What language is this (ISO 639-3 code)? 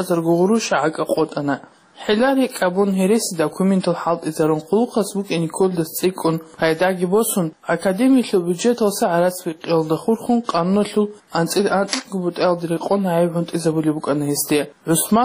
ava